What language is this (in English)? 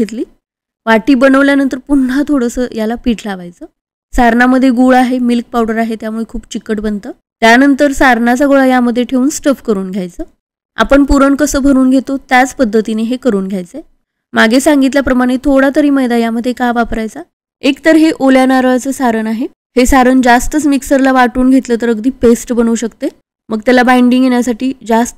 Marathi